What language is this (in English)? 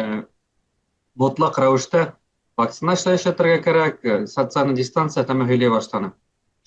Bashkir